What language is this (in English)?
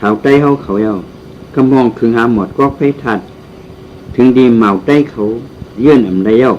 Shan